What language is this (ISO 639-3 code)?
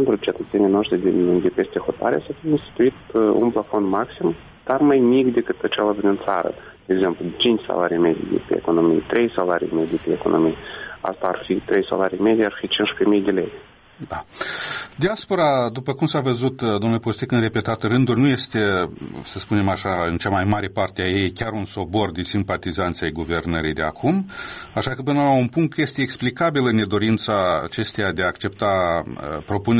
ron